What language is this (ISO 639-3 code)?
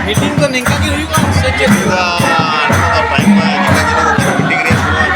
sat